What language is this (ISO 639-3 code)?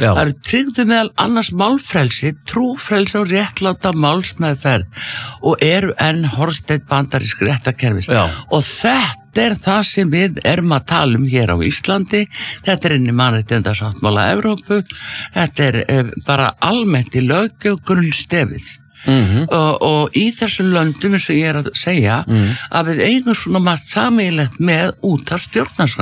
isl